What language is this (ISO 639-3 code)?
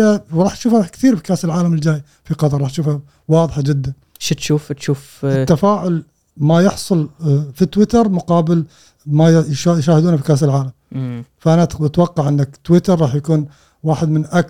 afb